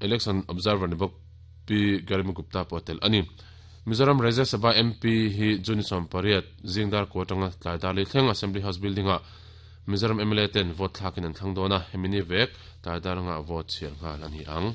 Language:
Mizo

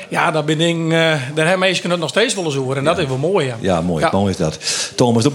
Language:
Western Frisian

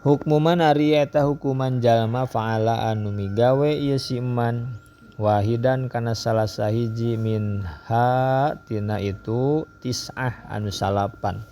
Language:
Sundanese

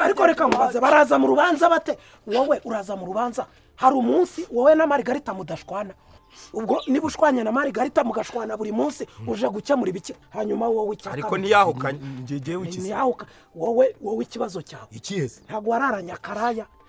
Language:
Kinyarwanda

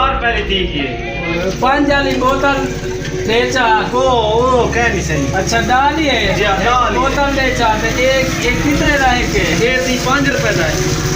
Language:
Saraiki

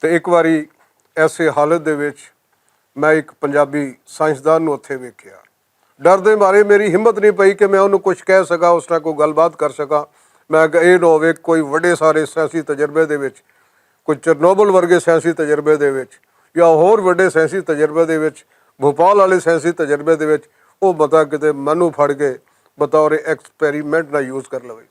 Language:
Western Panjabi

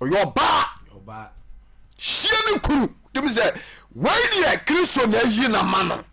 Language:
Akan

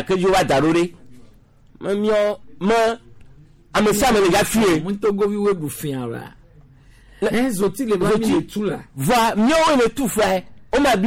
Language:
Gen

